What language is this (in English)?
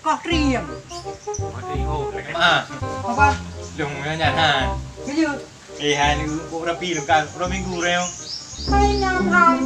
Achinese